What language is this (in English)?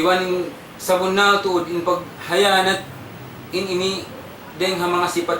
Tausug